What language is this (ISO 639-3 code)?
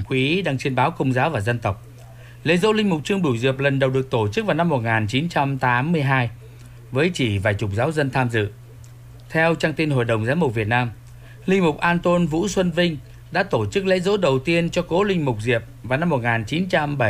vie